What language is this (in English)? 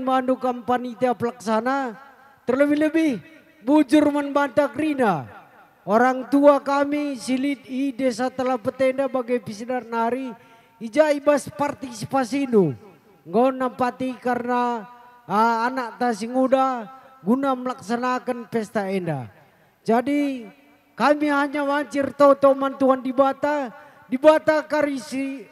Batak Karo